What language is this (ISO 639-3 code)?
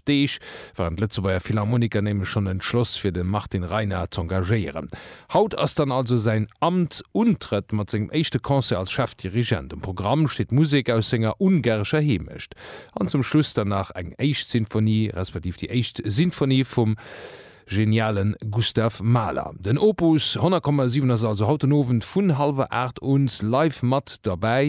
ltz